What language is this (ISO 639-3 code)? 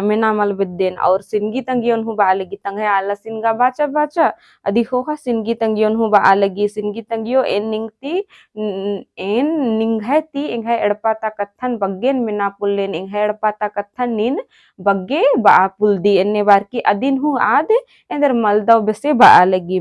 kru